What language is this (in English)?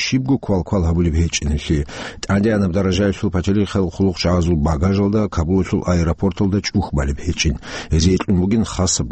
Avaric